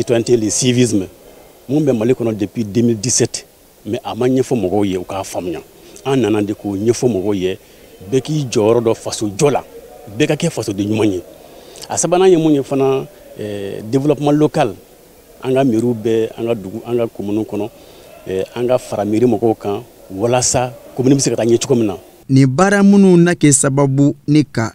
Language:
Bambara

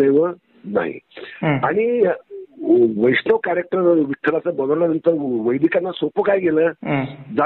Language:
Marathi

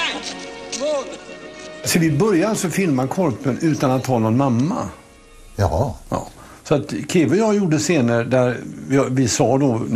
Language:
Swedish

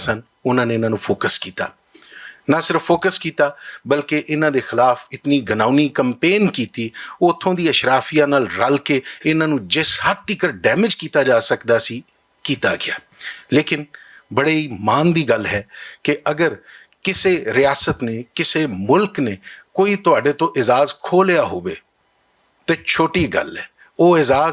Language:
Western Panjabi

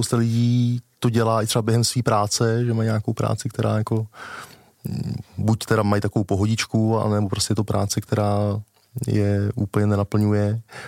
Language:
Czech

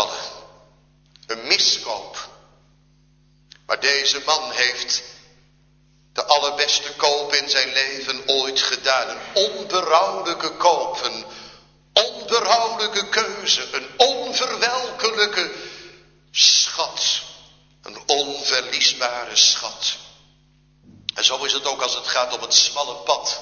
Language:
Dutch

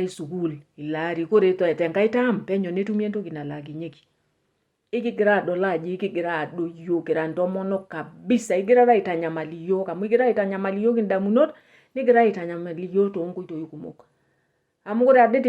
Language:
Masai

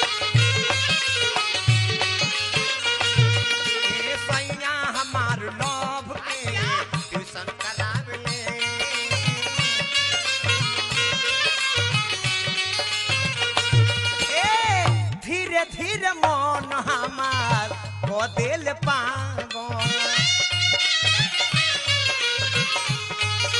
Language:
Bhojpuri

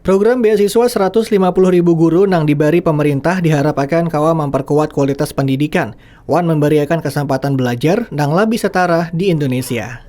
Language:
Banjar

